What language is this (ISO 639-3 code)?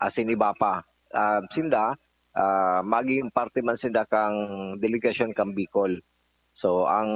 bik